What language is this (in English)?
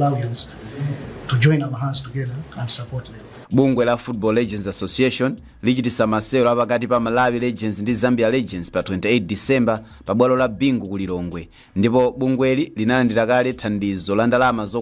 Nyanja